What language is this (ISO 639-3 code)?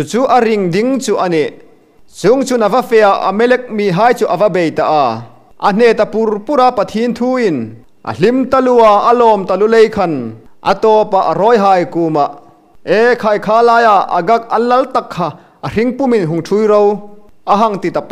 hmr